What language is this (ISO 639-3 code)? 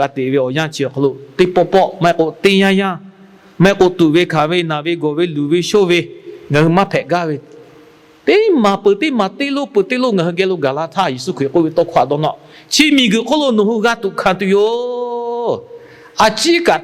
lhu